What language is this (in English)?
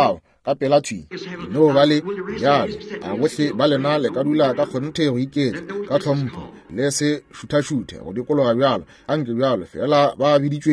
Northern Sotho